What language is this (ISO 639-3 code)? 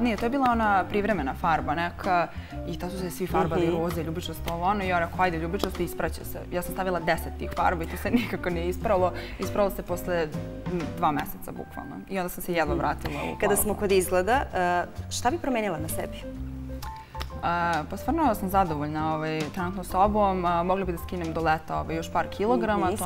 srp